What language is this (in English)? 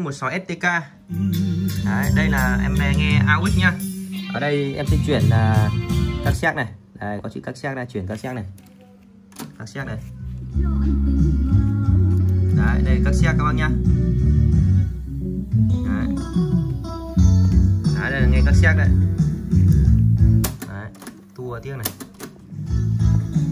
Vietnamese